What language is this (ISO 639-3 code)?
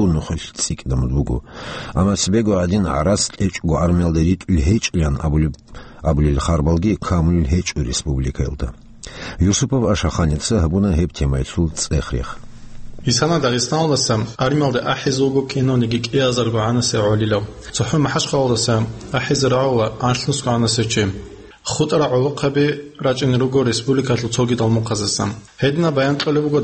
ava